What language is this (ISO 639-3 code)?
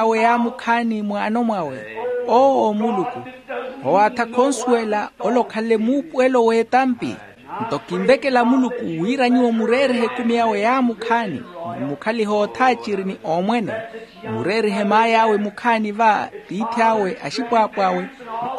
vmw